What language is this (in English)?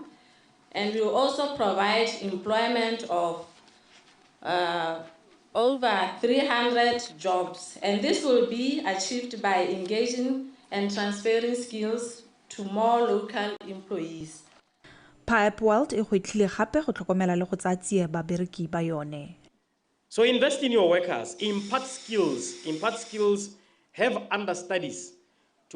Tswana